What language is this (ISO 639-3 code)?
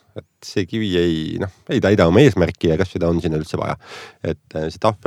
est